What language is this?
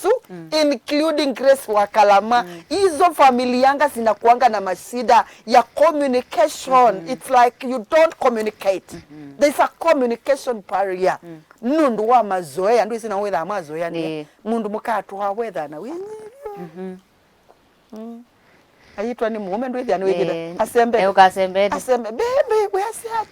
Kamba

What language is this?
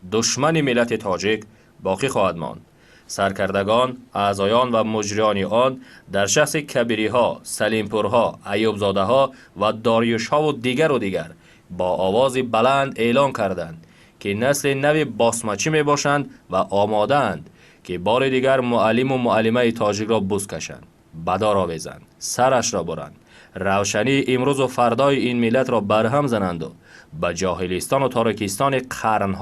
Tajik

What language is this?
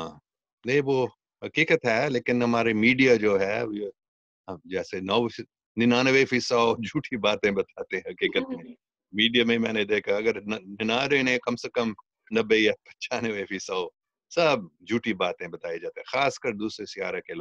Urdu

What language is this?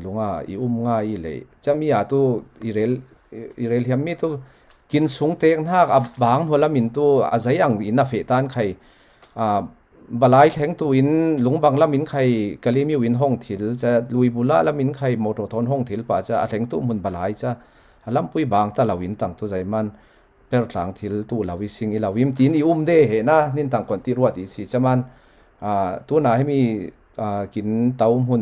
Falam Chin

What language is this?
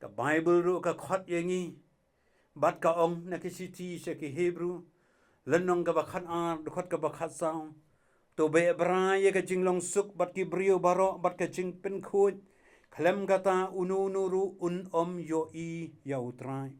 Khasi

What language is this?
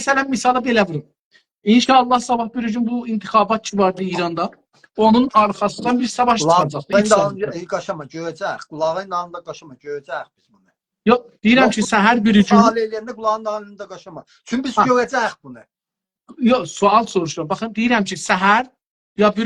South Azerbaijani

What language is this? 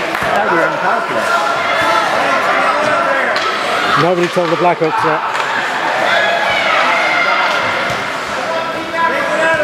English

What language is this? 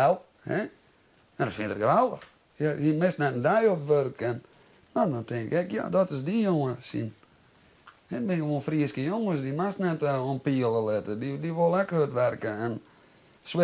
Western Frisian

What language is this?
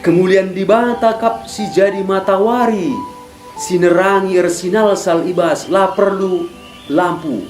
Batak Karo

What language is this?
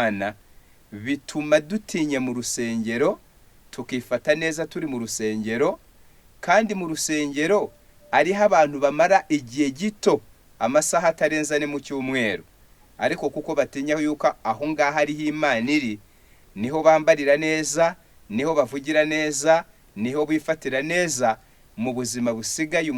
Kinyarwanda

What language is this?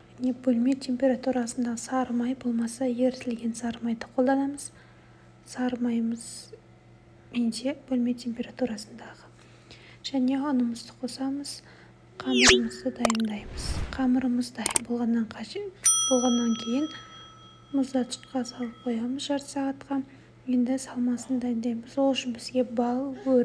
Kazakh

